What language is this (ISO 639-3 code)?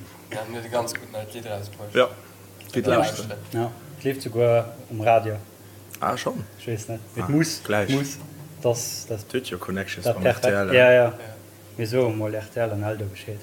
ltz